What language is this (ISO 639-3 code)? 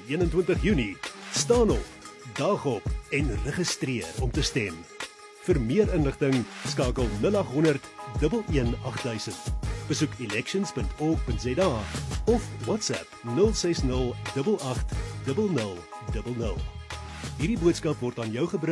afr